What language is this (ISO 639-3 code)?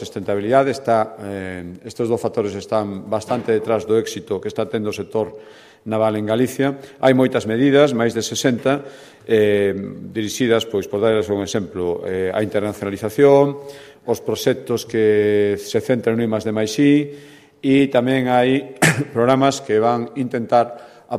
glg